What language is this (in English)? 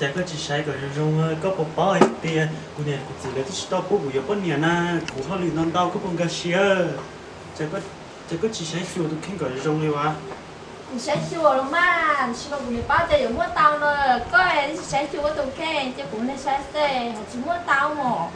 Hmong